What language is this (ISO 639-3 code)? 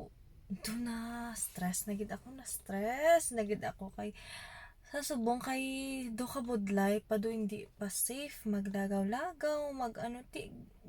hil